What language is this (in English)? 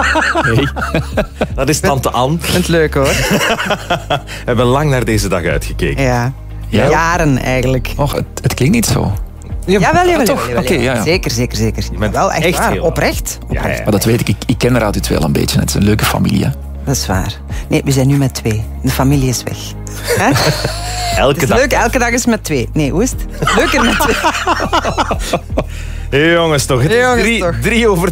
Dutch